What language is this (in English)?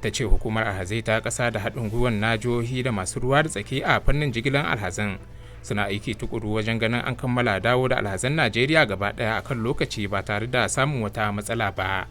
Hausa